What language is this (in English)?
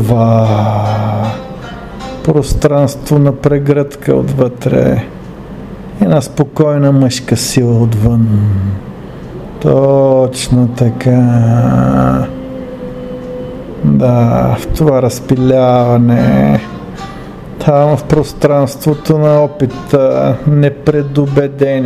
Bulgarian